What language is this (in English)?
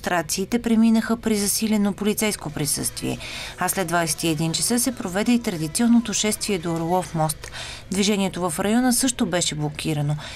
Bulgarian